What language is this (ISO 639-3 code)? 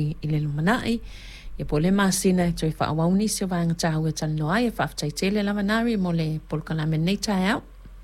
smo